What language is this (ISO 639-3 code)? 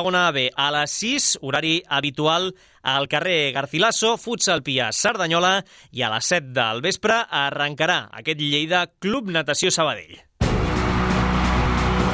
cat